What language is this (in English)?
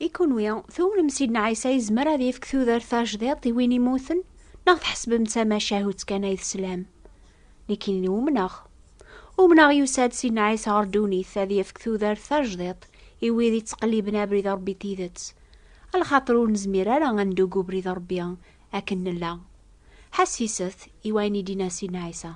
Kabyle